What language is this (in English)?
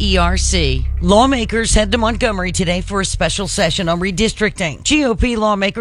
English